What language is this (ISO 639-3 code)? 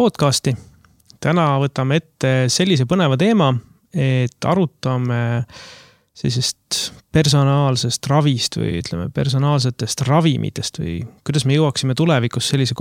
est